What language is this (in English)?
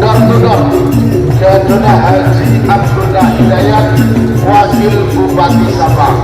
Madurese